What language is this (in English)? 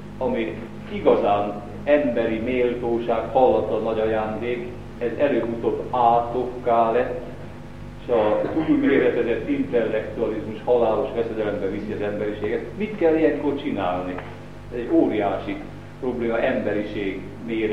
Hungarian